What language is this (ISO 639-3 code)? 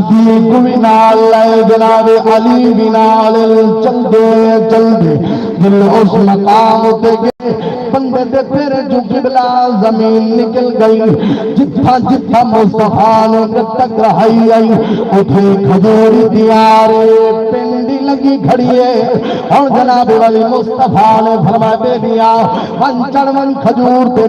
skr